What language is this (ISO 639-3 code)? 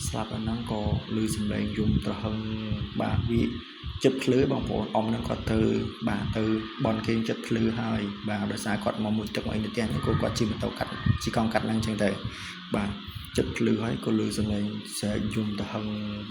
khm